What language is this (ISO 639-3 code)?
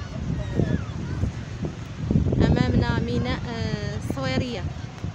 ara